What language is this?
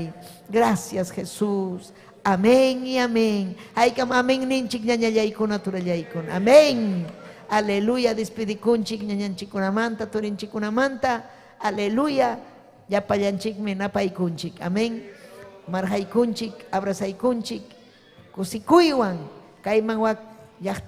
Ayacucho Quechua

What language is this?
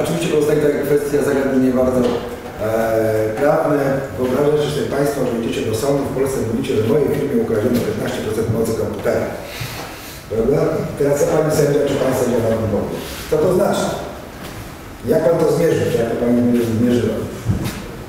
Polish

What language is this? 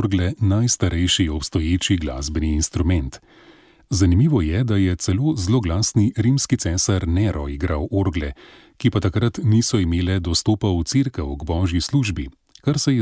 Slovenian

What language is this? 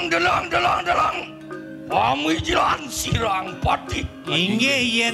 Balinese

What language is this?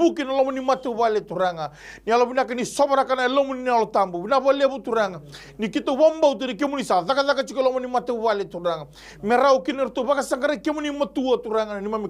Fijian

